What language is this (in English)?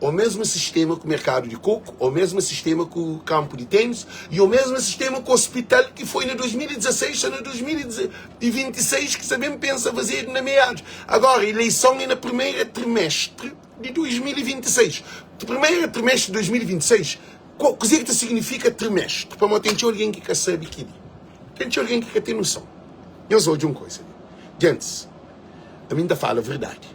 Kabuverdianu